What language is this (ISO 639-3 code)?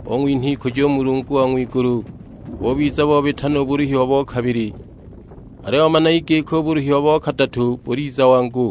suk